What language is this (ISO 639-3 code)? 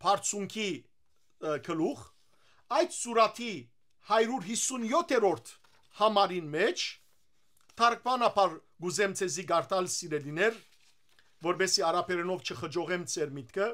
hyw